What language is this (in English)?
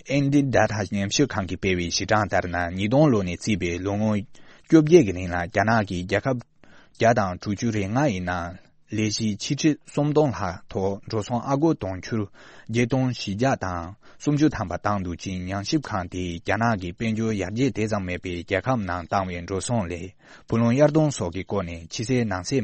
Tibetan